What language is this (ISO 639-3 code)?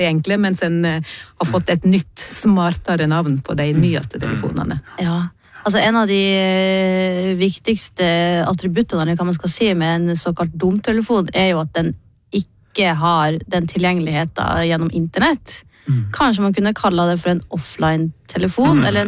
nor